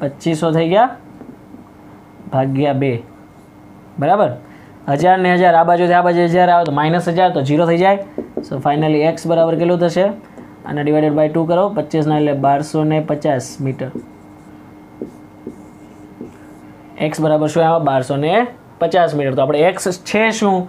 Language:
Gujarati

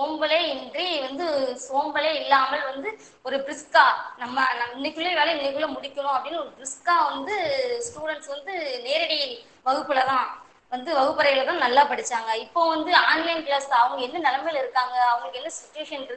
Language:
Tamil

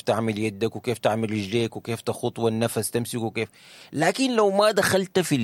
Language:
Sudanese Arabic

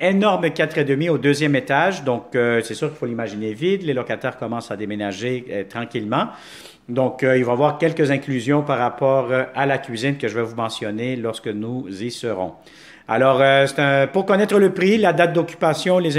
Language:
French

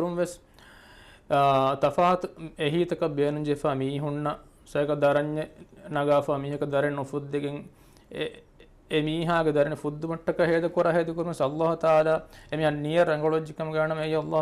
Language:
Divehi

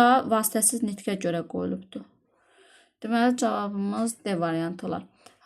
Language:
Azerbaijani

